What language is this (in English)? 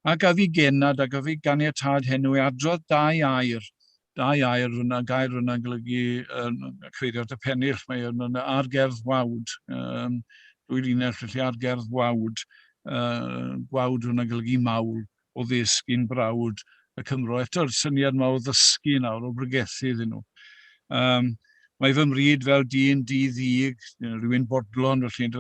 Welsh